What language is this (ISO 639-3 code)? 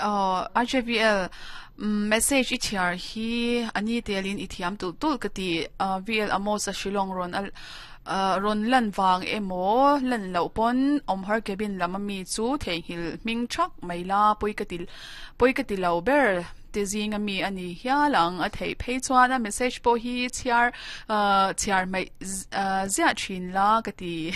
lus